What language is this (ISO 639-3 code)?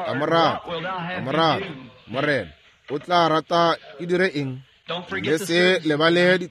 nso